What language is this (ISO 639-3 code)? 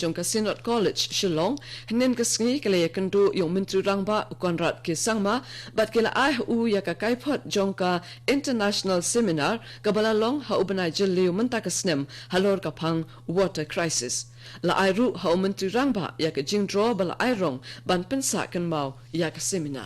kha